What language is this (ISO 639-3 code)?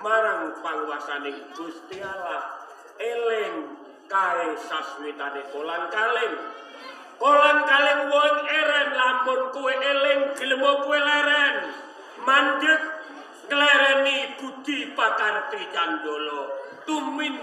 jav